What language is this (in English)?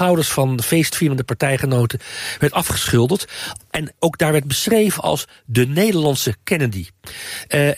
Dutch